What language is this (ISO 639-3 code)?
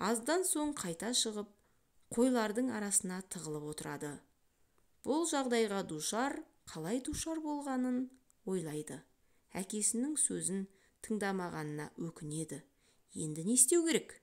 kaz